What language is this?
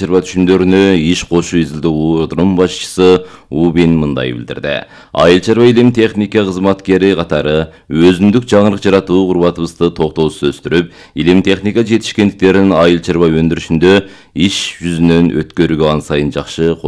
Kyrgyz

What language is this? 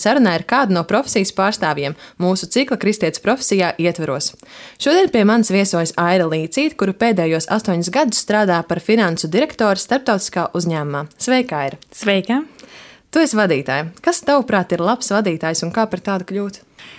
Latvian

